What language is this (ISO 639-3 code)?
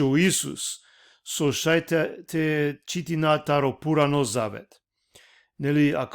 rmn